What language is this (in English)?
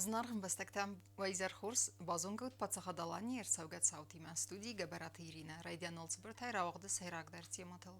Ossetic